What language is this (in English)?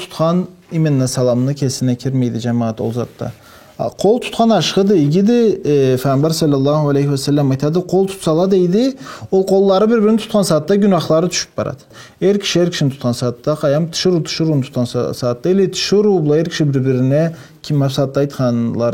Karachay-Balkar